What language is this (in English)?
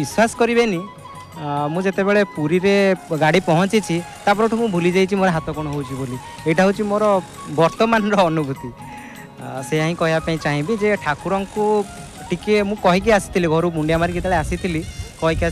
Odia